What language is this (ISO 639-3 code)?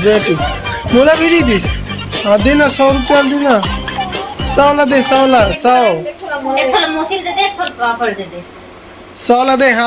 hne